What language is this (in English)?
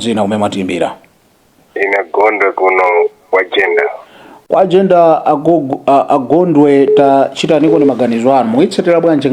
Nyanja